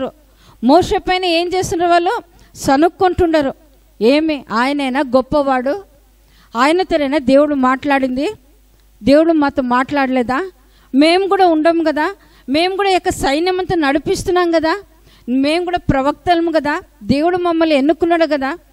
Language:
Telugu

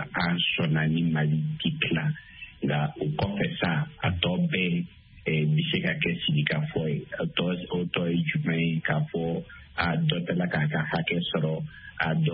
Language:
Bambara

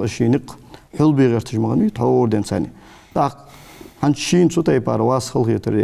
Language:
Ingush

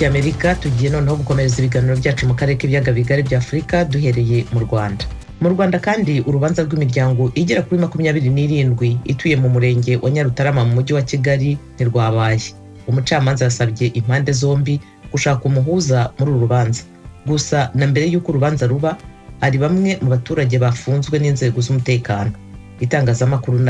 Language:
Kinyarwanda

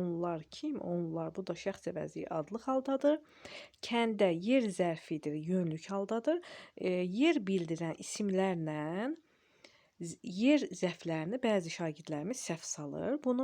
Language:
Azerbaijani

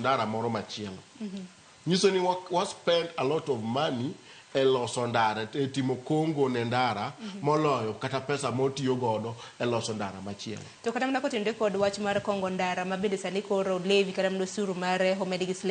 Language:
Luo (Kenya and Tanzania)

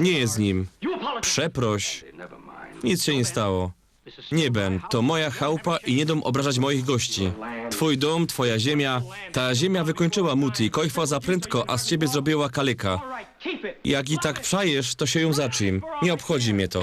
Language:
Silesian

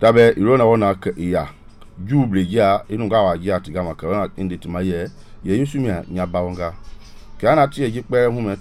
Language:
Mende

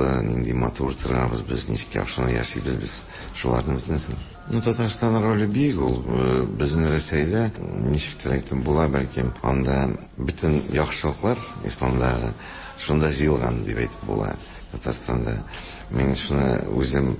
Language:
Tatar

